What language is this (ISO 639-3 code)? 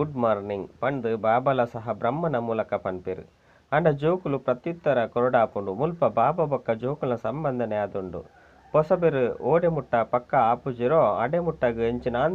tcy